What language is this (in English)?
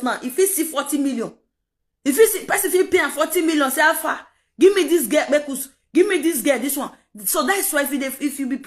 Nigerian Pidgin